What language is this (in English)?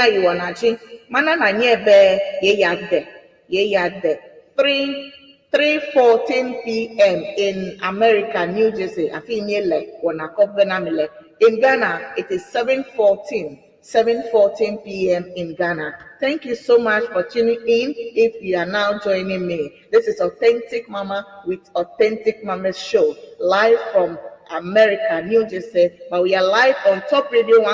Ewe